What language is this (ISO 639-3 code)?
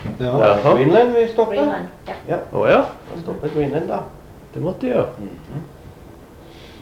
nor